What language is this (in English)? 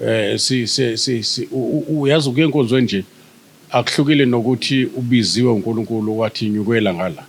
Zulu